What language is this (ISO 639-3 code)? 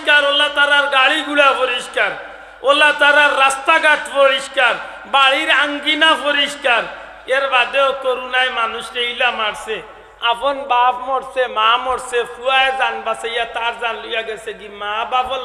syl